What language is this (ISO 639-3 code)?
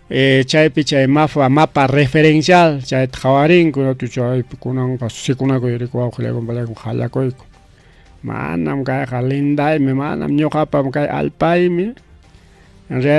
quy